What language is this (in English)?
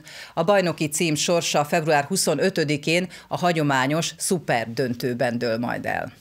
Hungarian